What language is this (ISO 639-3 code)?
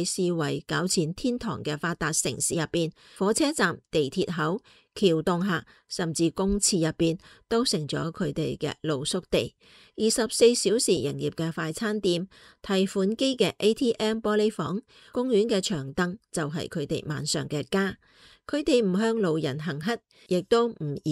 yue